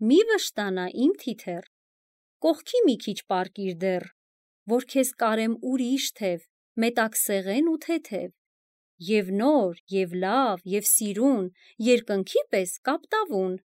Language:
Armenian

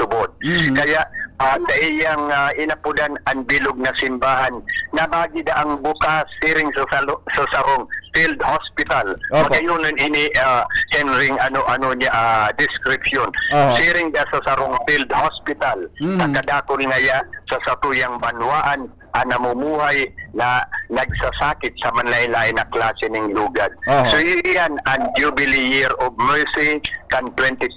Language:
Bikol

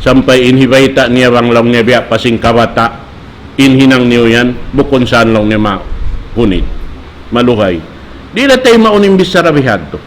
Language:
Tausug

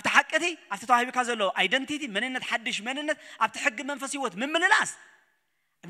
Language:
Tigrinya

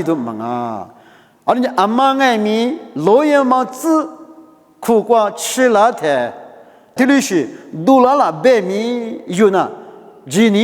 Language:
Lisu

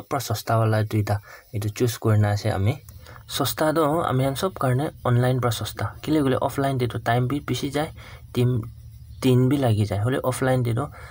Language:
Naga Pidgin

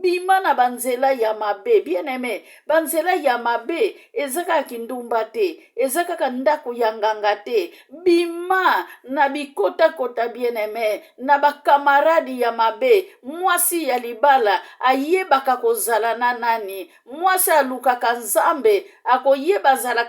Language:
Lingala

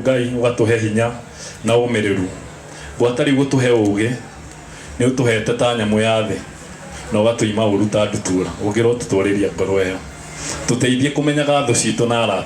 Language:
Kikuyu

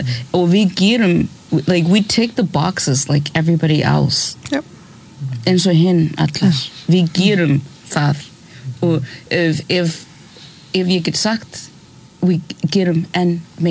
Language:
Icelandic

